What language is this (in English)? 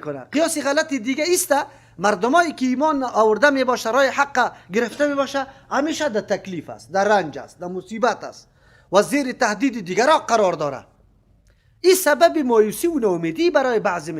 Persian